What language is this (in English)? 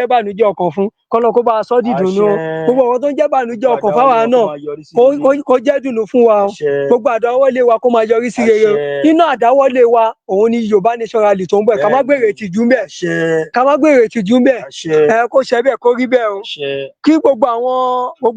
Yoruba